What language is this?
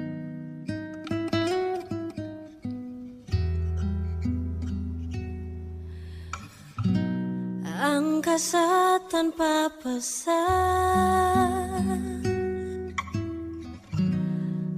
Indonesian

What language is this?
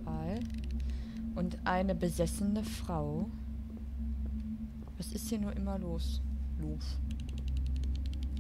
German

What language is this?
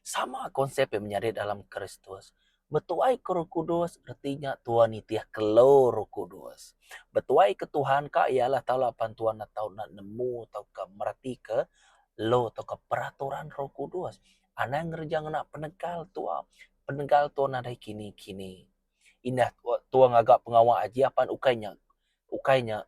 Iban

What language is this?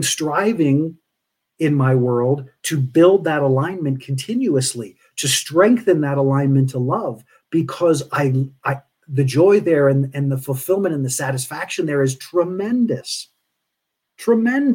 English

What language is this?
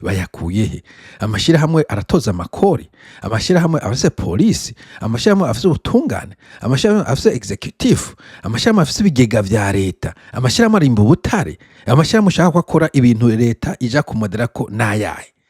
Rundi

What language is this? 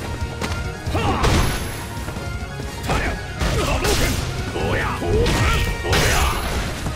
Japanese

